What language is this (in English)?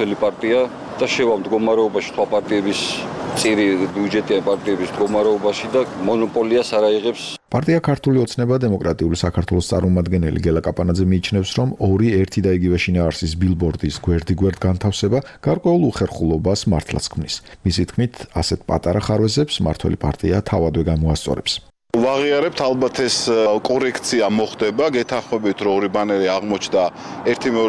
Georgian